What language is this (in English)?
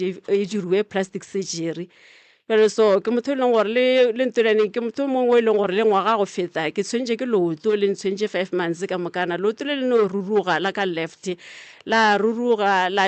Northern Sotho